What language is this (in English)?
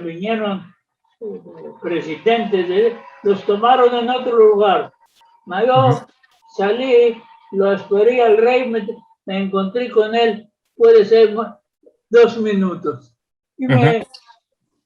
Ladino